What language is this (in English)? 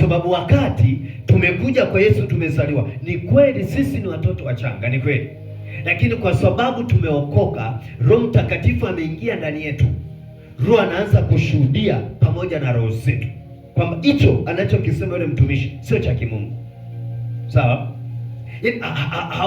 Swahili